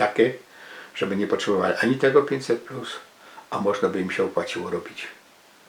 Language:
Silesian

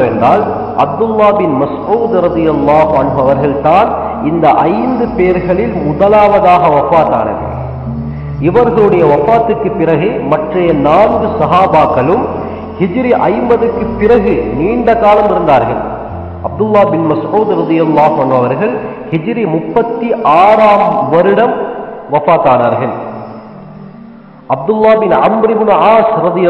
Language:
Tamil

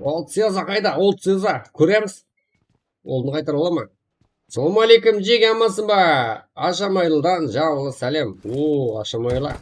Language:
Kara-Kalpak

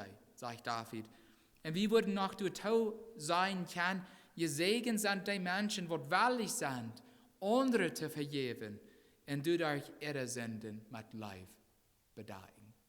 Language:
Plautdietsch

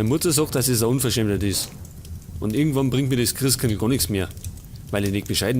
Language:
Bavarian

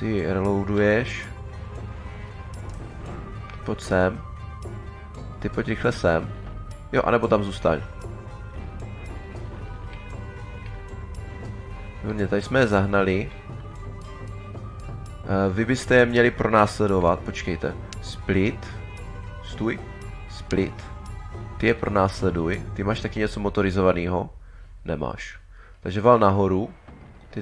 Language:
Czech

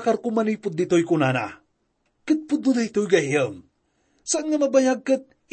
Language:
Iloko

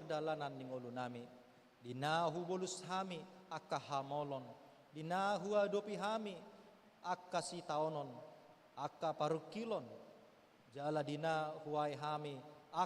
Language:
Batak Toba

